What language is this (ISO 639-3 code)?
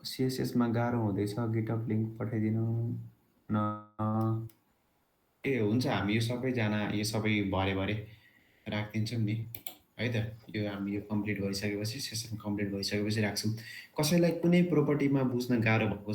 nep